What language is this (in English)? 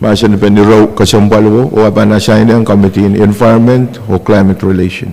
Pohnpeian